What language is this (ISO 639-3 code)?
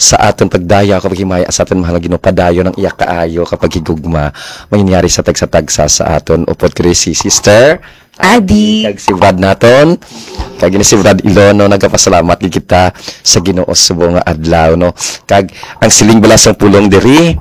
hil